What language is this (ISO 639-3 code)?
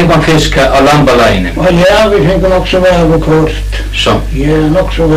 fao